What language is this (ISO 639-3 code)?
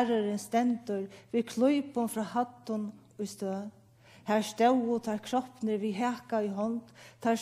fao